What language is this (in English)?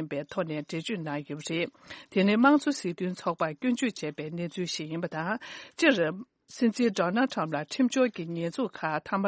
Tibetan